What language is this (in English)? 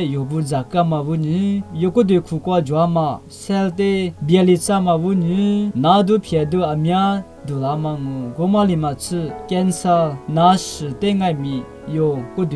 Lisu